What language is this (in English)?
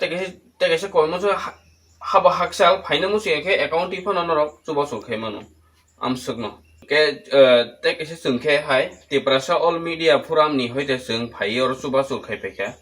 Kok Borok